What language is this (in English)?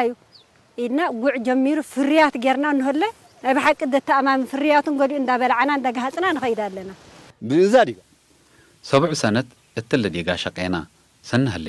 Tigre